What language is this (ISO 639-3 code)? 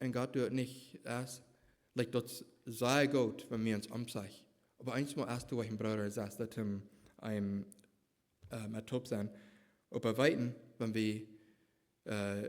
pdt